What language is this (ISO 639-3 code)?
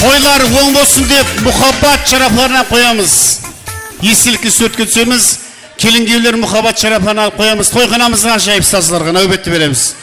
kaa